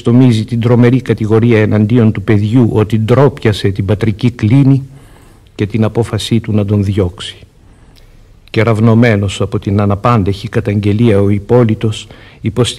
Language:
Greek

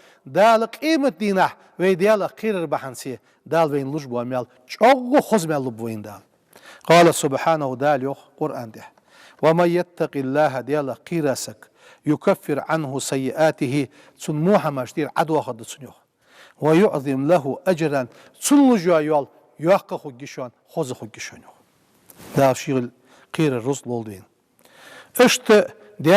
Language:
Ingush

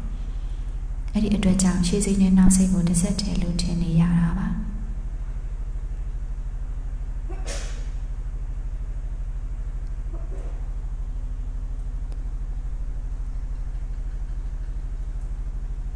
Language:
Burmese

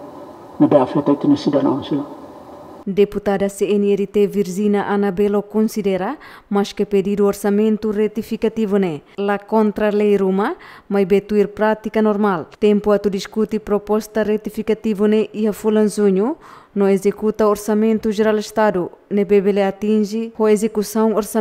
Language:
Tetum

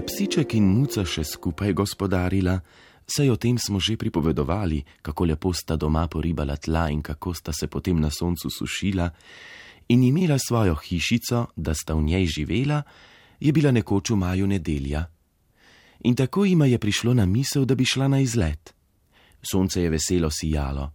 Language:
Slovenian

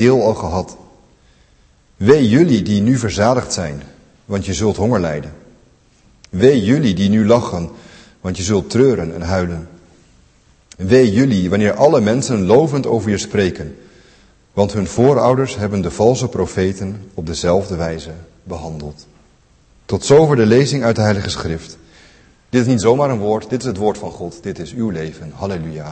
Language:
Dutch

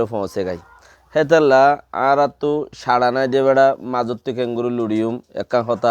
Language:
Rohingya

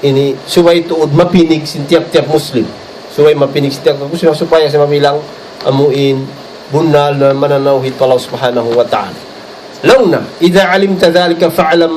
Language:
Tausug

